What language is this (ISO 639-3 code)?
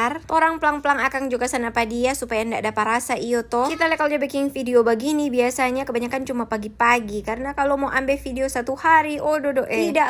xmm